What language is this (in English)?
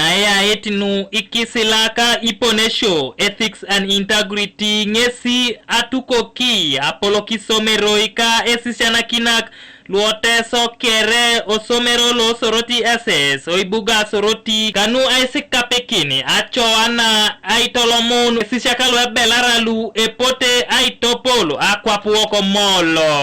Teso